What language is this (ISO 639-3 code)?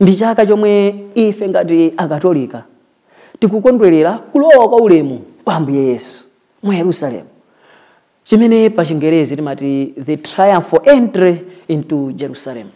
nya